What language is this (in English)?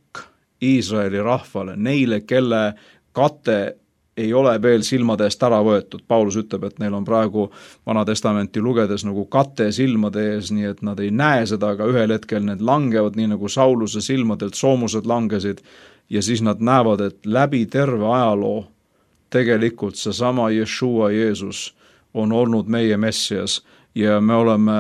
Estonian